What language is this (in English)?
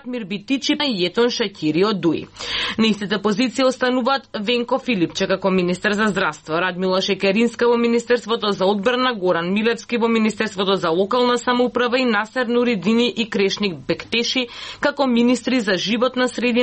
Macedonian